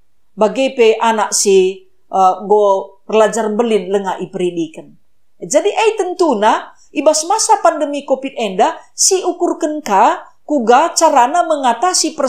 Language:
Batak Karo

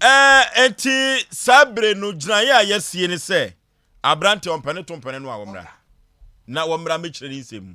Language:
Akan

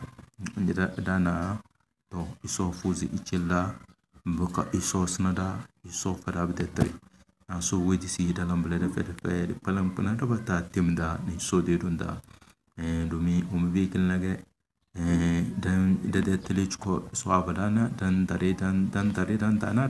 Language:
Tem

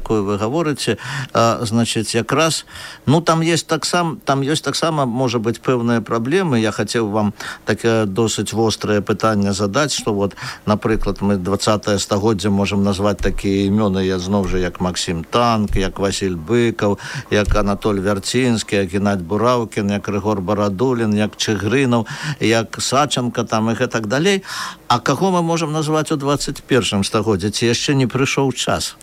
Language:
Belarusian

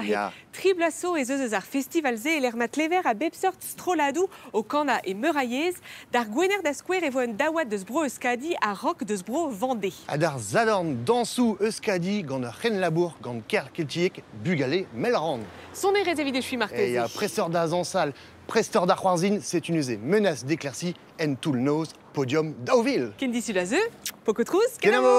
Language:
Breton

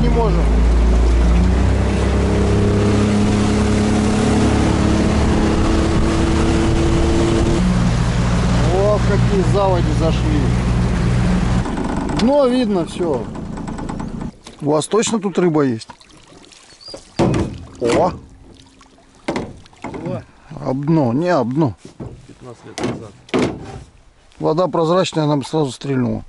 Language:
Russian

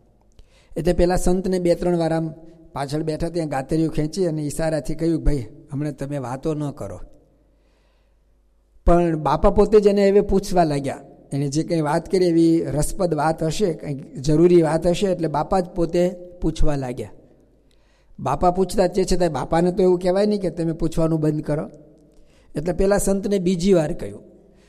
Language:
Gujarati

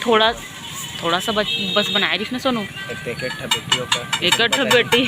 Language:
Chhattisgarhi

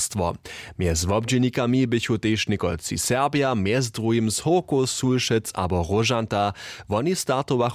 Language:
Upper Sorbian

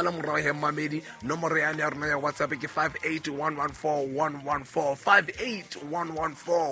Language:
Southern Sotho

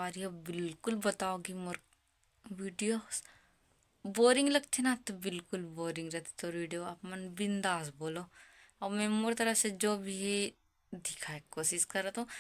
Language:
Chhattisgarhi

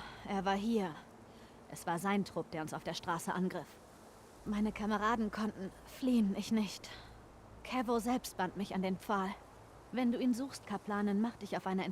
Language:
Bavarian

